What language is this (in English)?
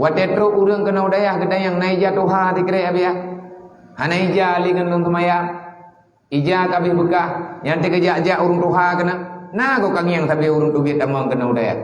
Achinese